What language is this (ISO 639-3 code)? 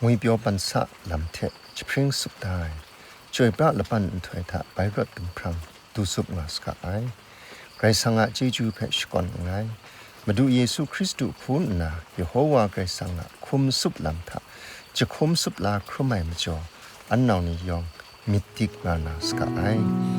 kac